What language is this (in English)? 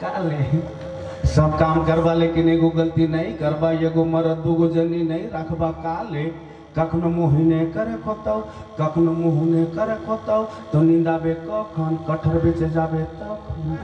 Sadri